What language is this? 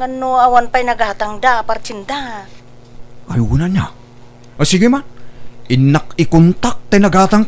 Iloko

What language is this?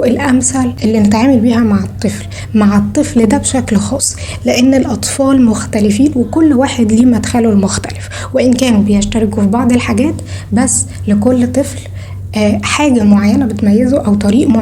Egyptian Arabic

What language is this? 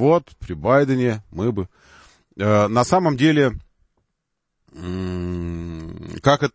Russian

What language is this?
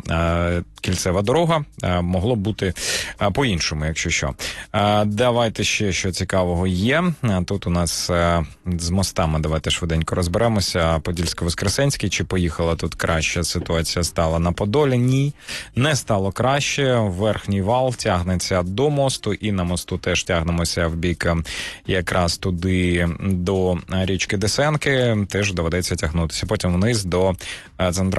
Ukrainian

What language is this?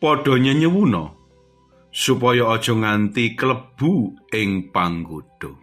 Javanese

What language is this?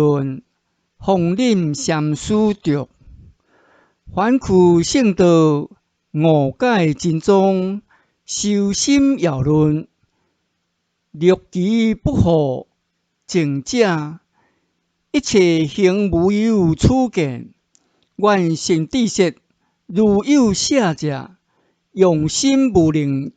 Min Nan Chinese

